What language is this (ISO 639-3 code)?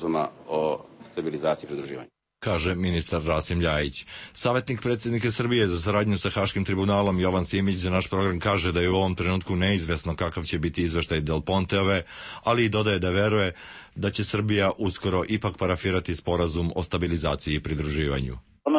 srp